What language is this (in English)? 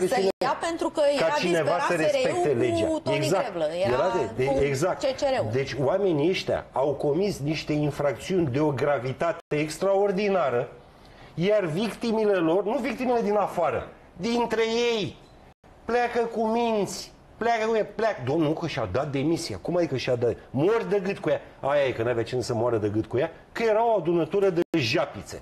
Romanian